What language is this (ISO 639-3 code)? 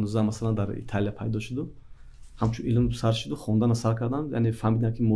tgk